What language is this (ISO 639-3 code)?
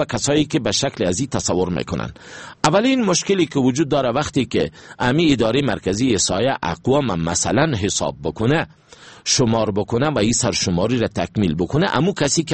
fas